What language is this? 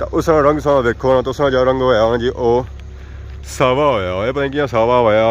Pahari-Potwari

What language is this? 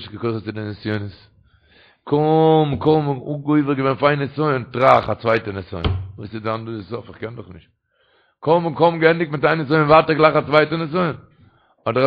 Yiddish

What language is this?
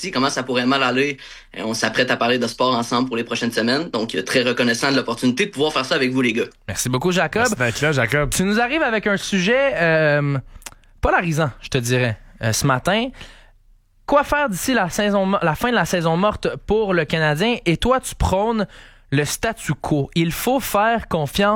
French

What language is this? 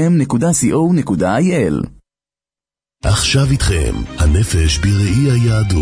Hebrew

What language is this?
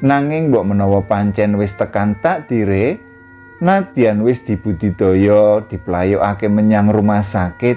Javanese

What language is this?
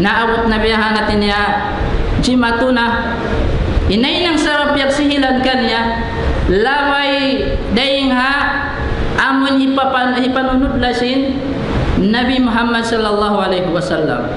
Tausug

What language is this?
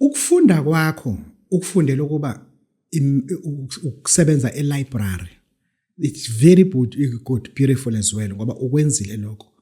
Zulu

